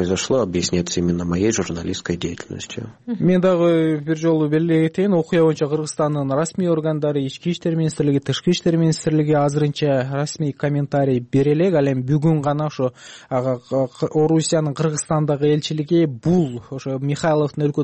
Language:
Kyrgyz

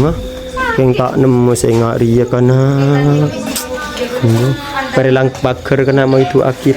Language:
Madurese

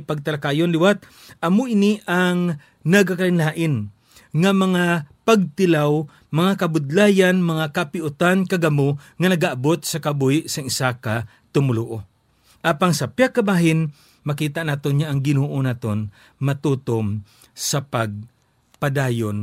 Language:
Hiligaynon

